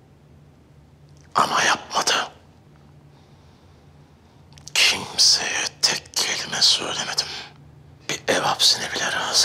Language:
Turkish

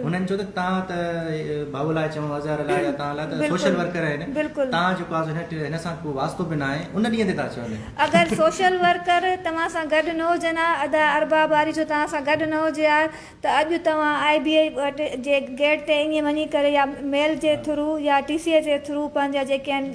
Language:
Sindhi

